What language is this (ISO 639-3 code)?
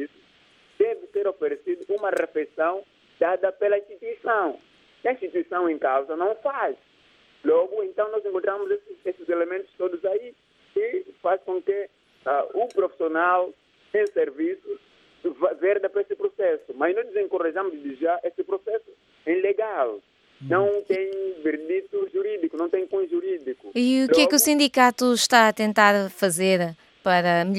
por